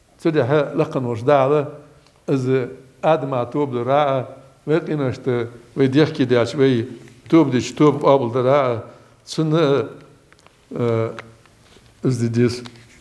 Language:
Ingush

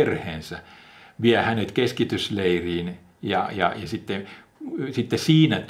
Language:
Finnish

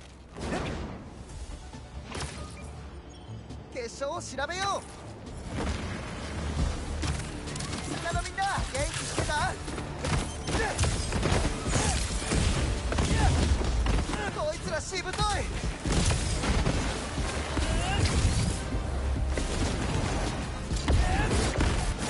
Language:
Japanese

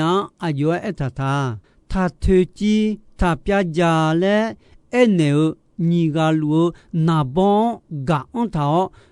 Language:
Akha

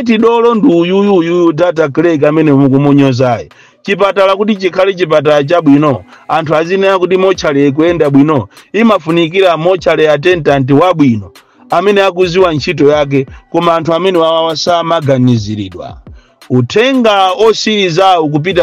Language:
Nyanja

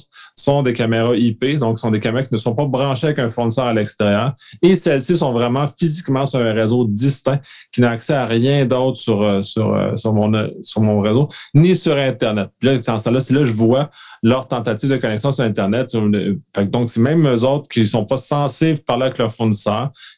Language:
French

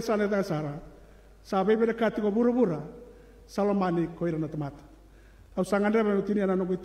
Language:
Fijian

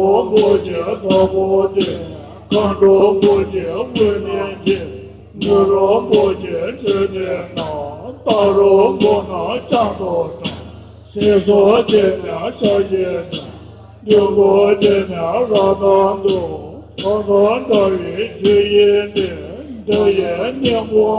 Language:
Tibetan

